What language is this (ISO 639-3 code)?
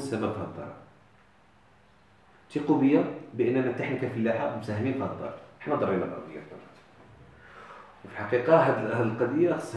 ary